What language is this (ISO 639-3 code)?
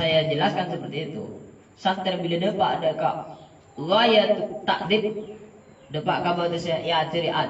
mad